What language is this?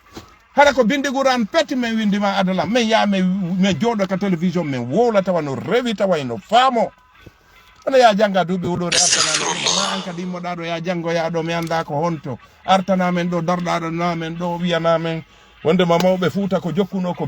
Fula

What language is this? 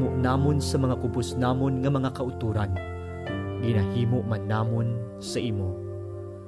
Hiligaynon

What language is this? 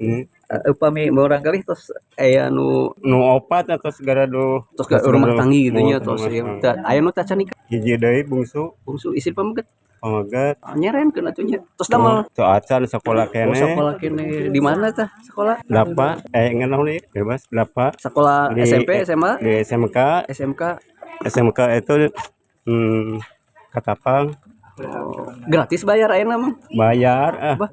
Sundanese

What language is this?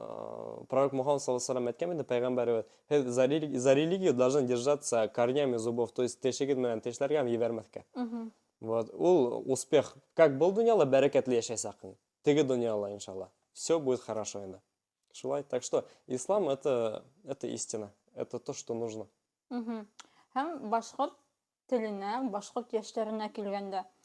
Bashkir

